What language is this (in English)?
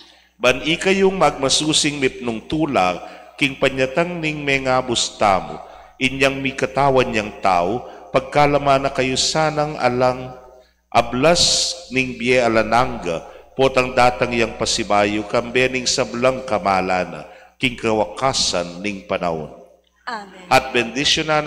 Pampanga